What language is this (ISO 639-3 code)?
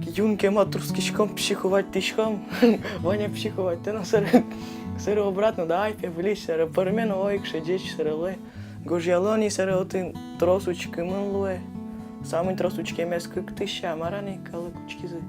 udm